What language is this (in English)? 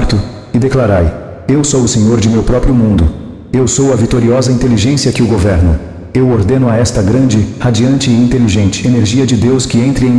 Portuguese